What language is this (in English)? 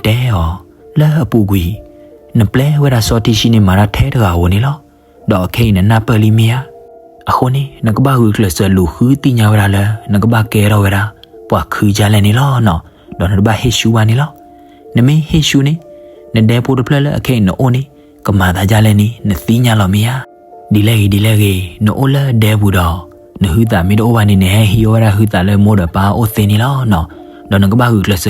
S'gaw Karen